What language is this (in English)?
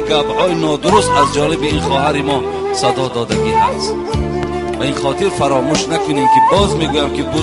Tajik